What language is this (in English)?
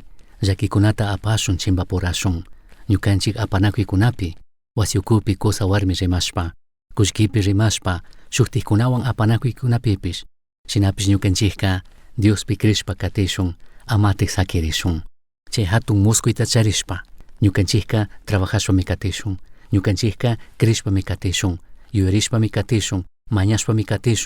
Chimborazo Highland Quichua